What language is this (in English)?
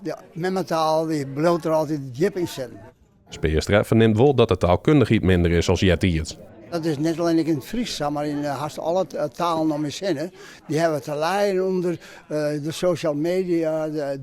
Western Frisian